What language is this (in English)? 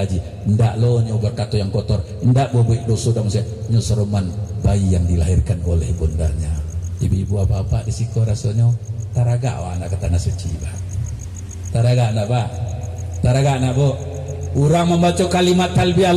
Minangkabau